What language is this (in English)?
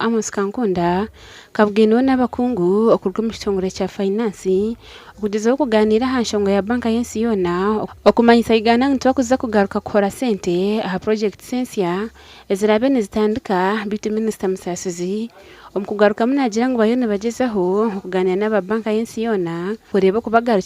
Nyankole